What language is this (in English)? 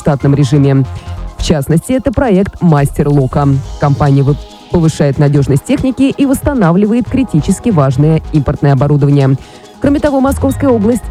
Russian